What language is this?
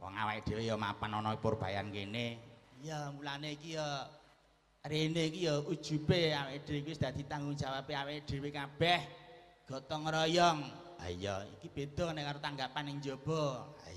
Javanese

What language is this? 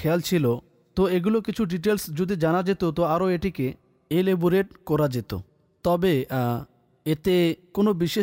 Bangla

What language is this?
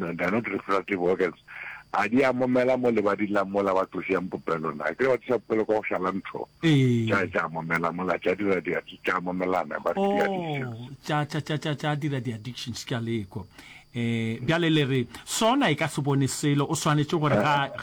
Northern Sotho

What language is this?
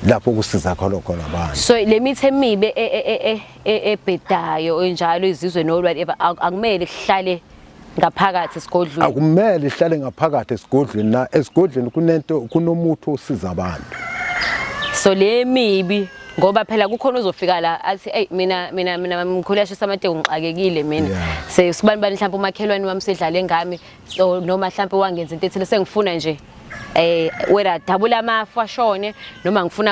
Zulu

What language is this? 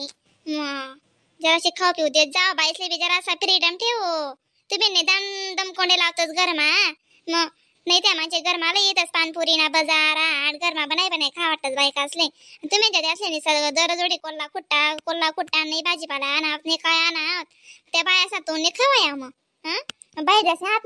Khandesi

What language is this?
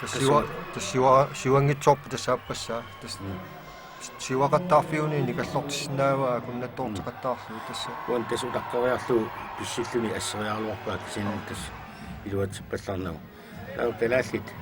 Kalaallisut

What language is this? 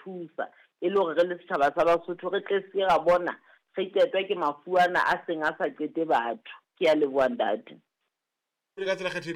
Southern Sotho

